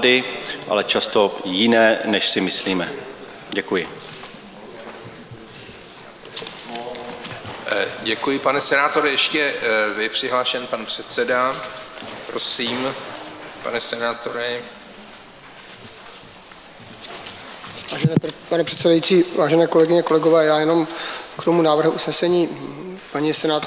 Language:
Czech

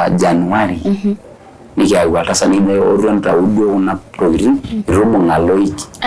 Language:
Masai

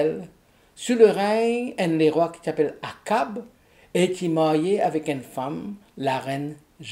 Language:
Morisyen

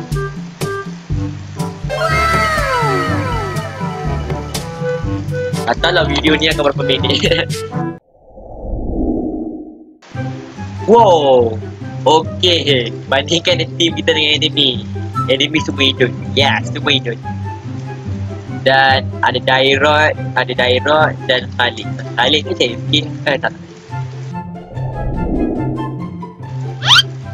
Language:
Malay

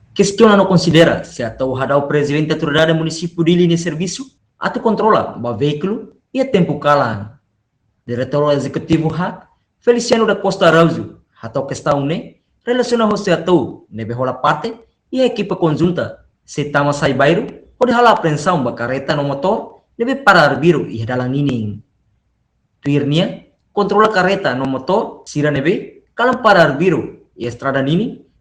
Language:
Tetum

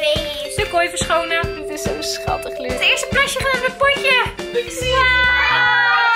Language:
Dutch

